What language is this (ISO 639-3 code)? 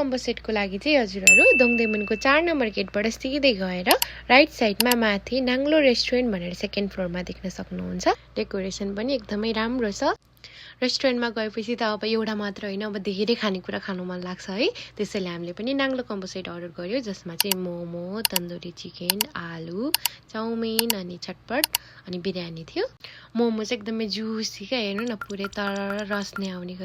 nep